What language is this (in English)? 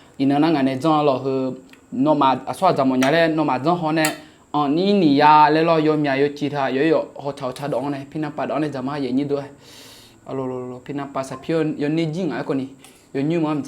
Akha